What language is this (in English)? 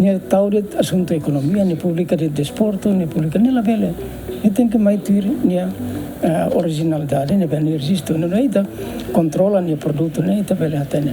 Tetum